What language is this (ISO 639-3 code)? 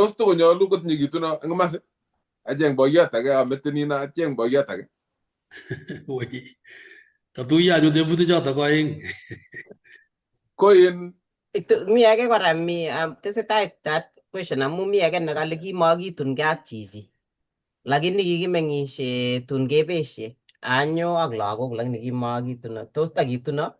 kln